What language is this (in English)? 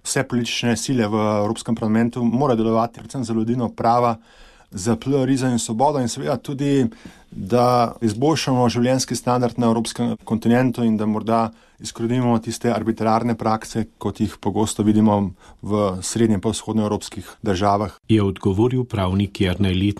Slovenian